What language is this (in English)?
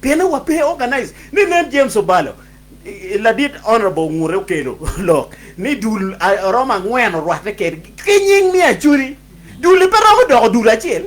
Acoli